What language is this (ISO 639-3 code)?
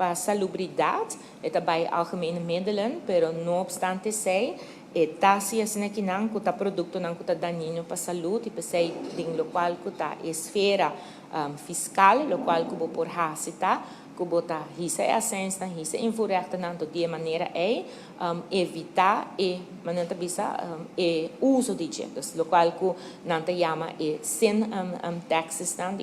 pap